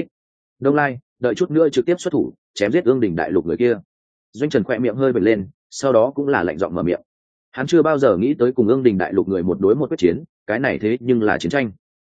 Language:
Vietnamese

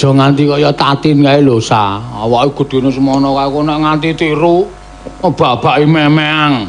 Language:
Javanese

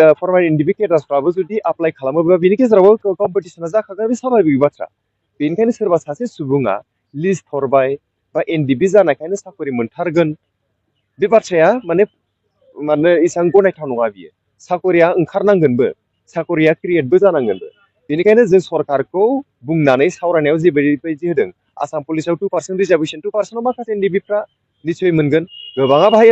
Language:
Bodo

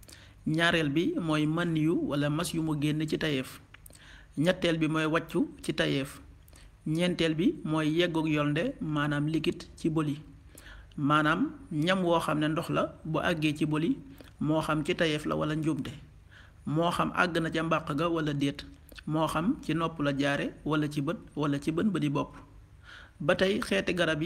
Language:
Wolof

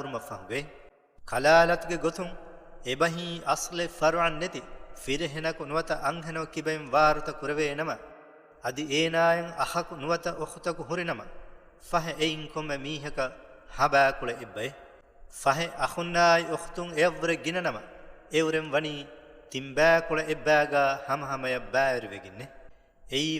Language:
Divehi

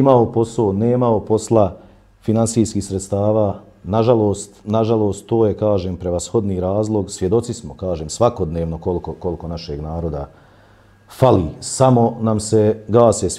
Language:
Bosnian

